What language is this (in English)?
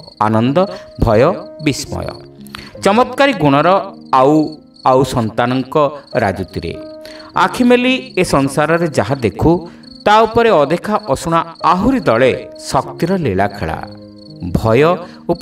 Odia